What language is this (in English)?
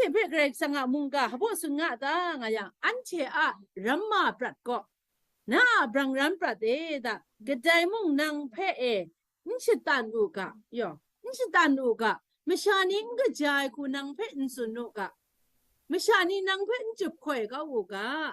Kachin